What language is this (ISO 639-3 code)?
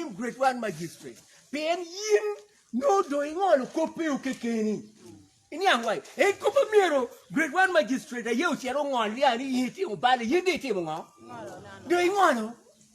ach